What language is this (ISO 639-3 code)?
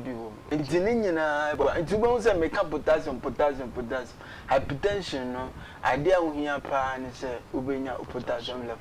aka